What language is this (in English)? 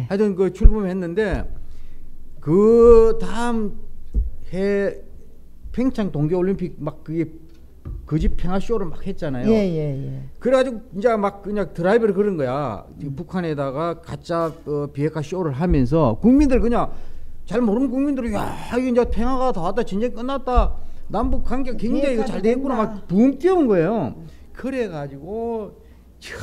Korean